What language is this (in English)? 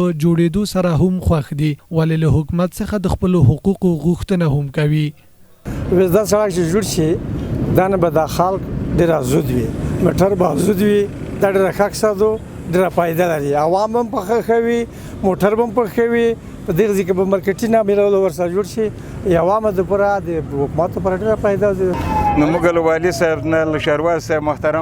Pashto